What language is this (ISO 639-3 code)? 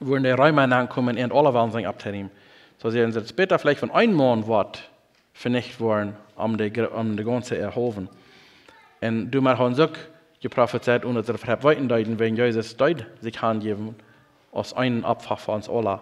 pdt